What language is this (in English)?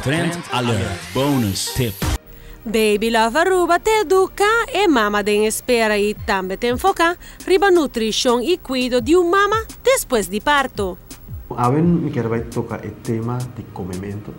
Papiamento